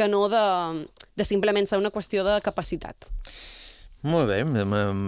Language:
Catalan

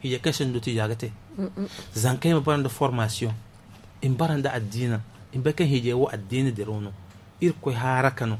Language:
Zarma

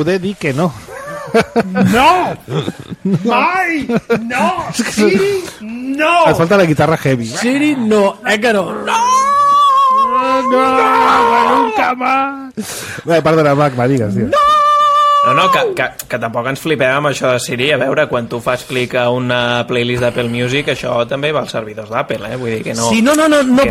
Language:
Catalan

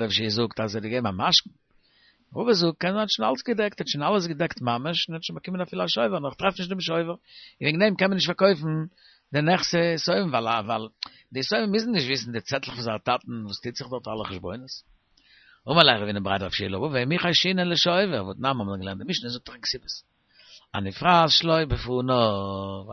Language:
Yiddish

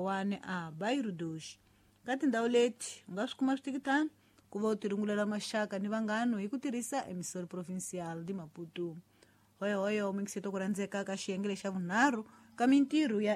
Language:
Tsonga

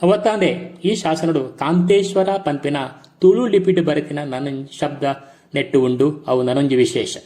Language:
Tulu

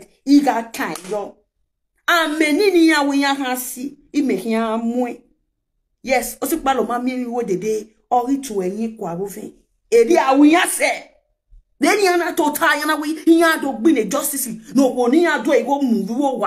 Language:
Nigerian Pidgin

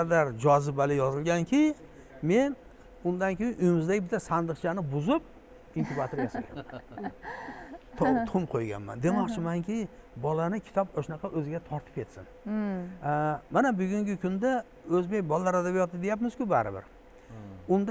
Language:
Uzbek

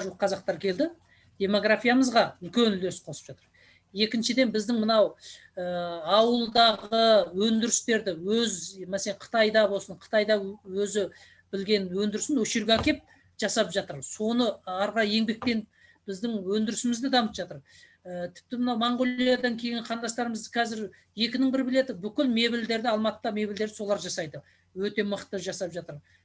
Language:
Kazakh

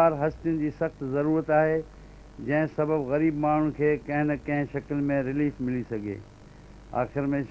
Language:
Sindhi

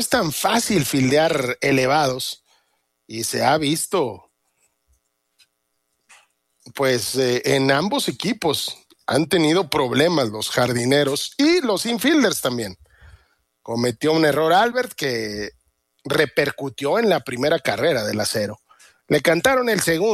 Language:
Spanish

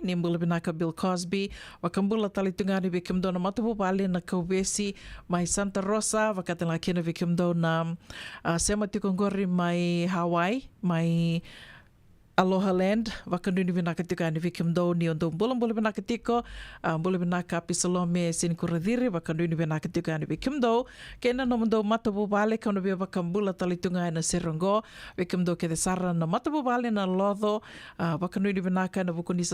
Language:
Fijian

